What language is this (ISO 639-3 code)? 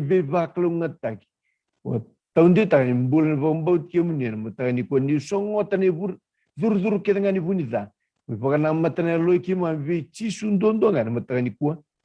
fij